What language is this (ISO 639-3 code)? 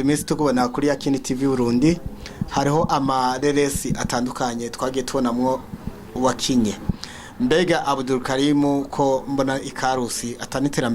run